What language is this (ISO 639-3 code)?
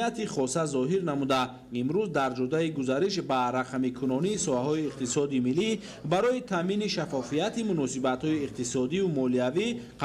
tgk